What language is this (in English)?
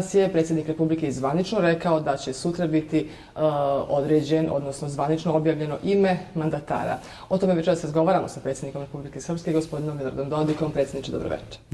Bosnian